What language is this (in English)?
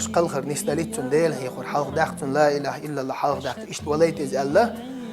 Chechen